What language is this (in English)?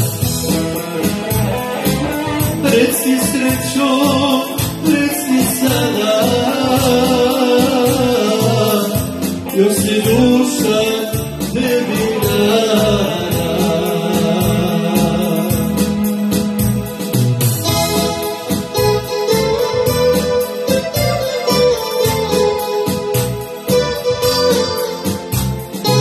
Croatian